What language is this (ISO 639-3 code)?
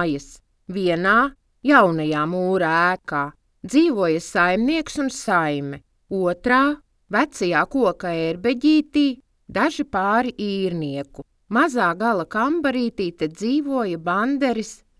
lav